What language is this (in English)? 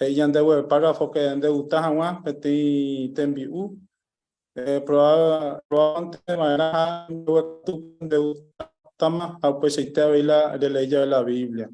Guarani